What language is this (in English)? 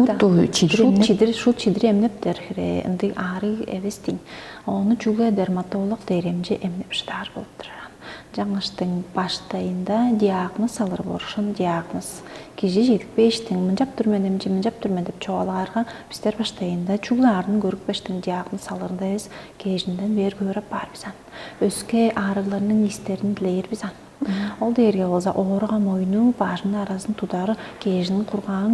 Tuvinian